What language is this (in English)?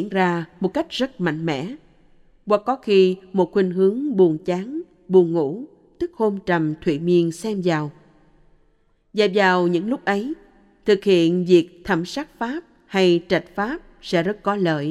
Vietnamese